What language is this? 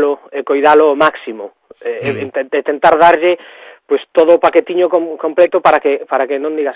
Galician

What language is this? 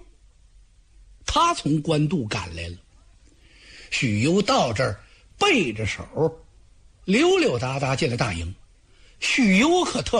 Chinese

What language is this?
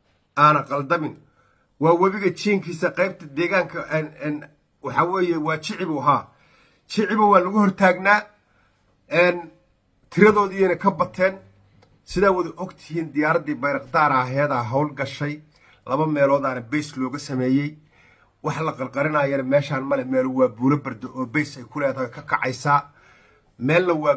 Somali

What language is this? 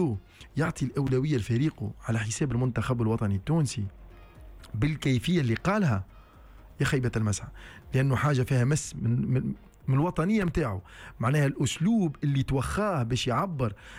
Tunisian Arabic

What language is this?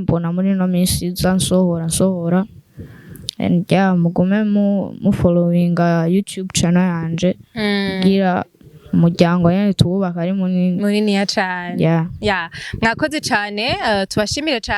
Rundi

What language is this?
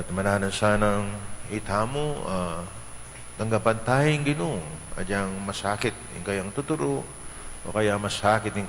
Pampanga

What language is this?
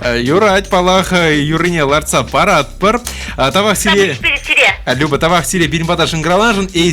Chuvash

